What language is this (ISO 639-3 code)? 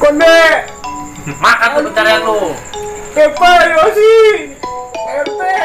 bew